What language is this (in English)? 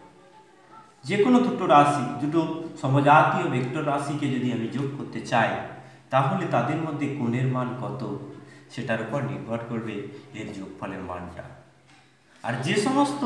Bangla